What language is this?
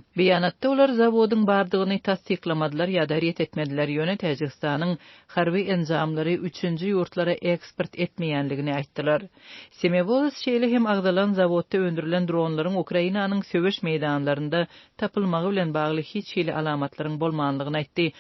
Turkmen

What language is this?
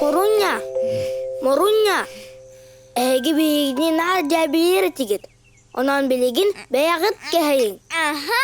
Yakut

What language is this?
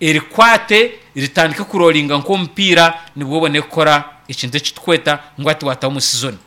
Nyankole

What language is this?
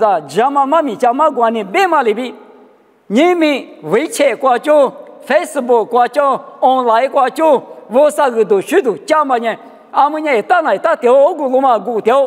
Lisu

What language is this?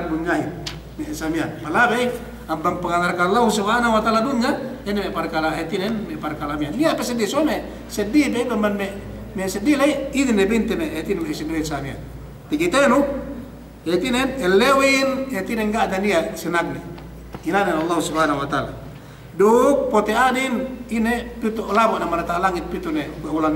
Yakan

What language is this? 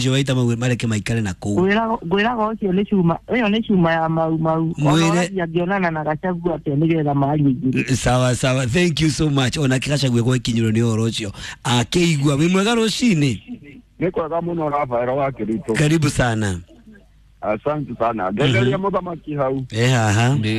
Kikuyu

